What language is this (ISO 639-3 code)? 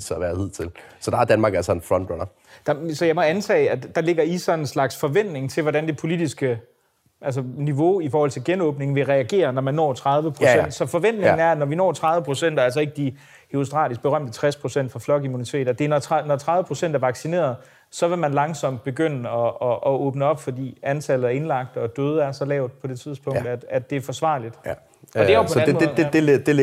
dan